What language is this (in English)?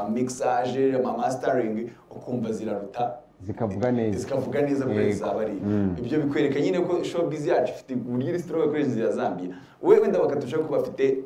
Kinyarwanda